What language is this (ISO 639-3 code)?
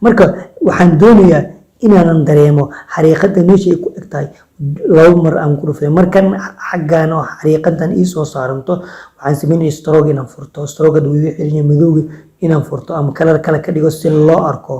som